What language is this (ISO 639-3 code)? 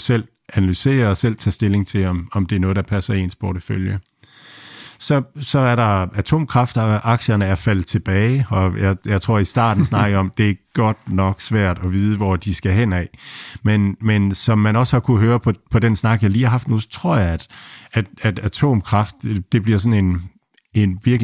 dan